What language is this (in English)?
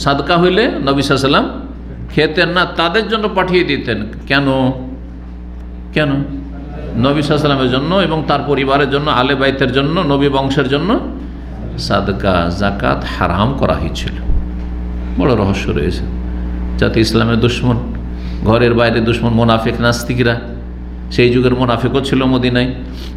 Bangla